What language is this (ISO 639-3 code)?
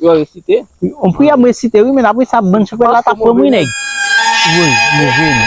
hat